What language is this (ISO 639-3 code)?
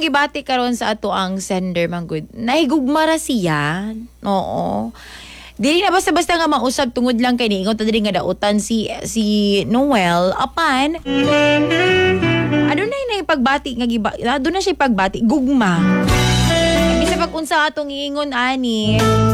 ceb